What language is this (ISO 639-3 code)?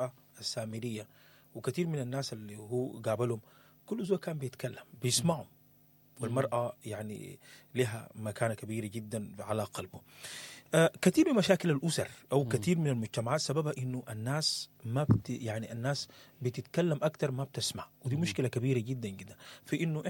apd